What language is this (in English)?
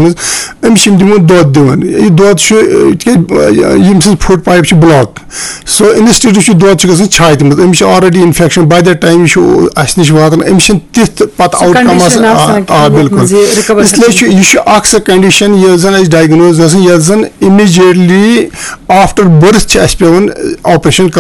Kashmiri